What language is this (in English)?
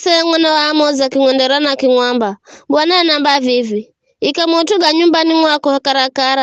Giryama